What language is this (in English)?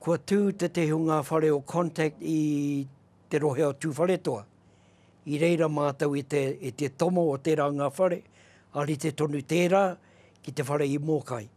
Māori